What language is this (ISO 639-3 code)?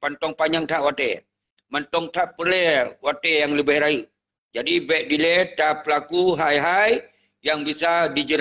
ace